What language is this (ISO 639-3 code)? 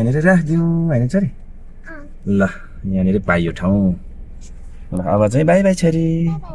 nep